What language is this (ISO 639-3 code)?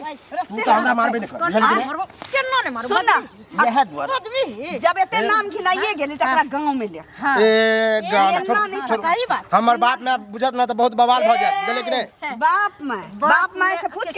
mai